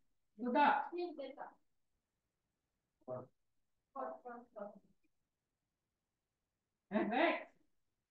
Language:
Malay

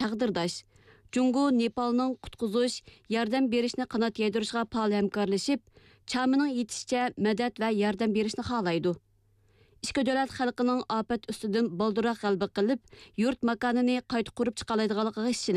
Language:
Uyghur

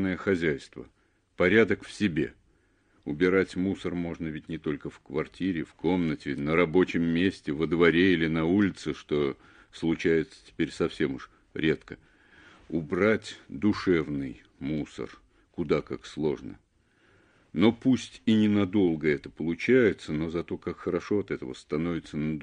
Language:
Russian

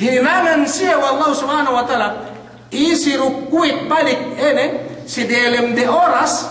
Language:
Yakan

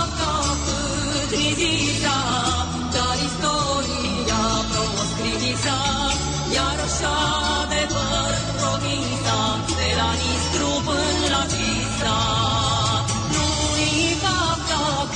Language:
Romanian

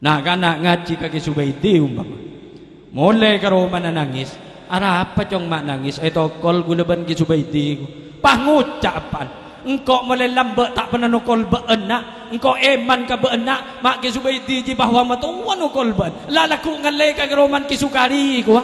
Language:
Madurese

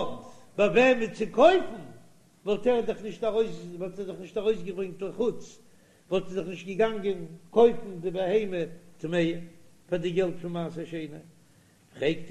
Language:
Yiddish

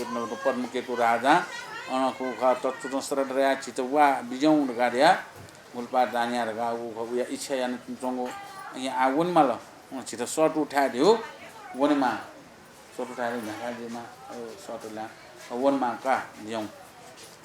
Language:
Newari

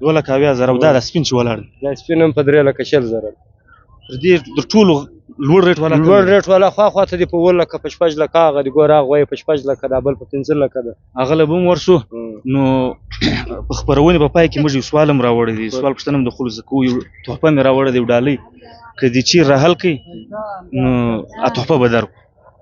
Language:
Pashto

